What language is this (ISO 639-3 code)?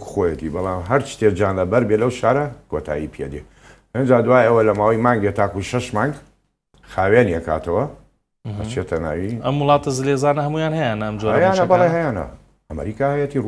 ckb